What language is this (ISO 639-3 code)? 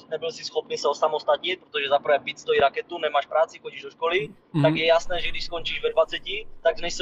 ces